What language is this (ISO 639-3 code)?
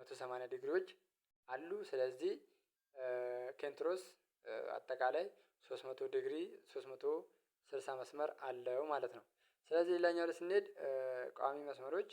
amh